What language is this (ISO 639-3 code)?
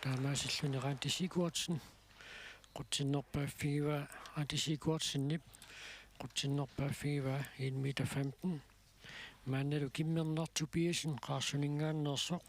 kal